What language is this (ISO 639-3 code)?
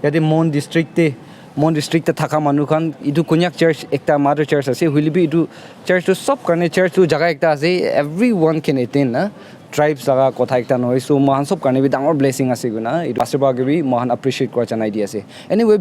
nag